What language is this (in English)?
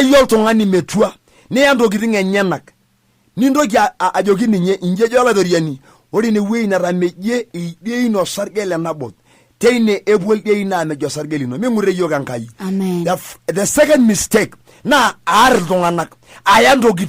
Masai